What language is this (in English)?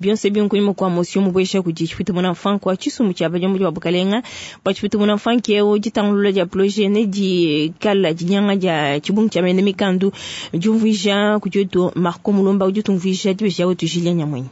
Luba-Lulua